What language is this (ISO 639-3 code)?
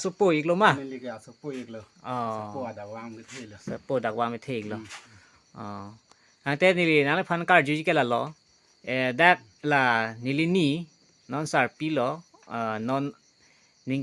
mjw